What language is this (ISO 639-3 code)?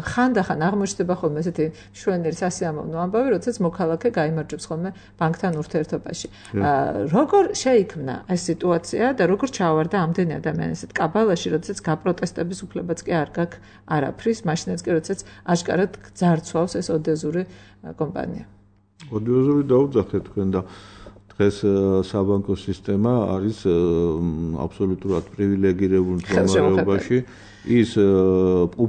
kat